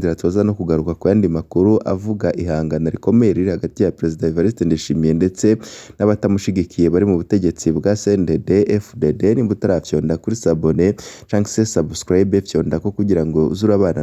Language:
Rundi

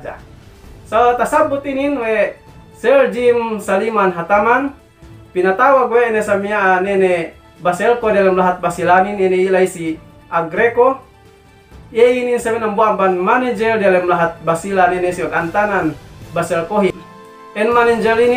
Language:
Yakan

